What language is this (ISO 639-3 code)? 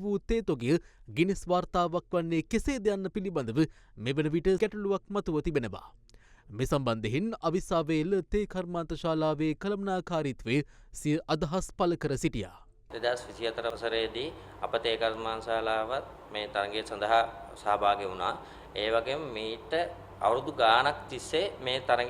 sin